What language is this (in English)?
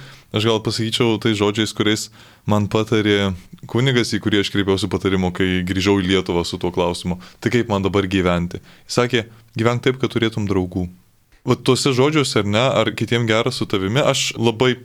Lithuanian